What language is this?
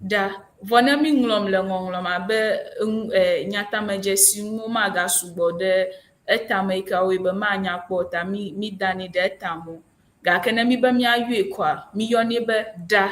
Ewe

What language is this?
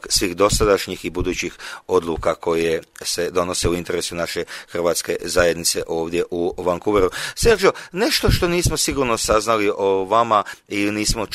Croatian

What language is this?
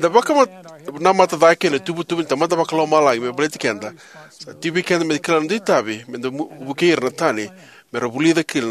Fijian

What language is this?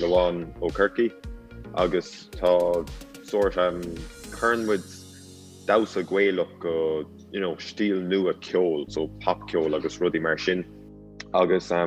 Irish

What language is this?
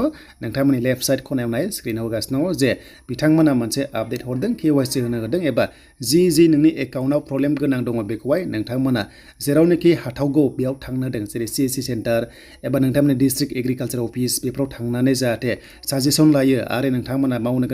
Bodo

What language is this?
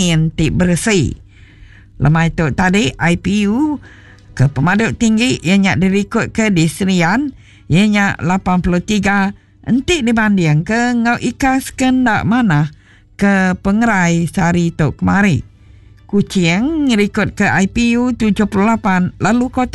Iban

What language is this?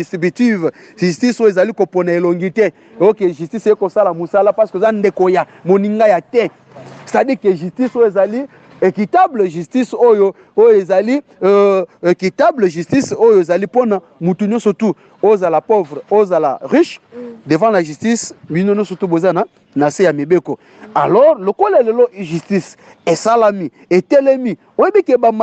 Lingala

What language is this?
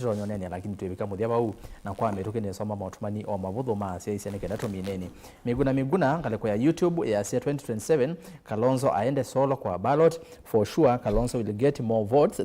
Kamba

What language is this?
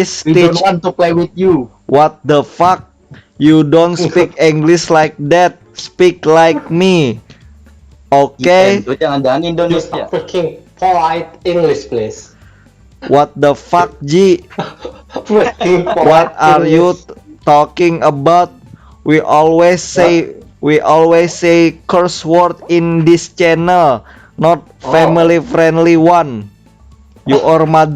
Banjar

